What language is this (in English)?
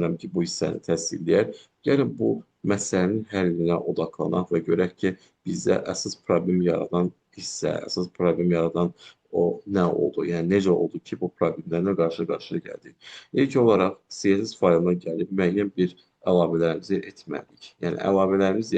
Azerbaijani